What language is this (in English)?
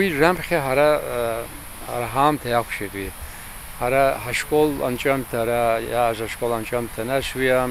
Abkhazian